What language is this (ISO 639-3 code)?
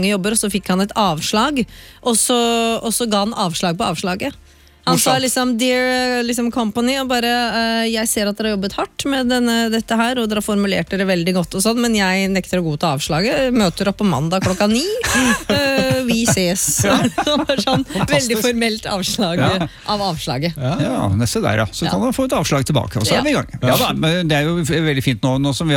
nor